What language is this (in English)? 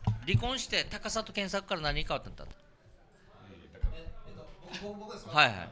Japanese